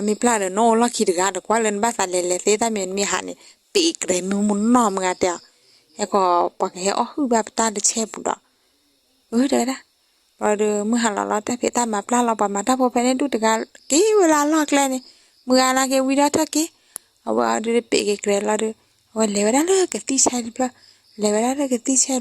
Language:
S'gaw Karen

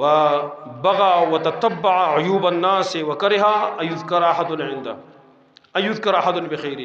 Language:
Pashto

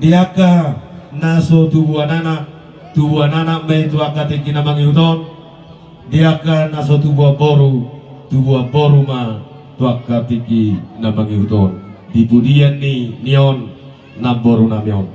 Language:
Batak Toba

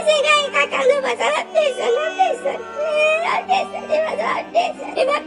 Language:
Haitian Creole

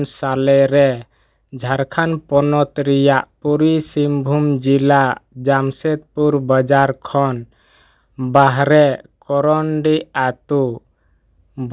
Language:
Santali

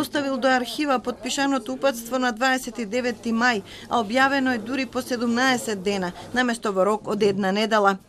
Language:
Macedonian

